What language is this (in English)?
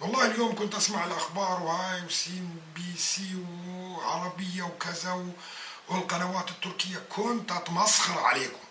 North Levantine Arabic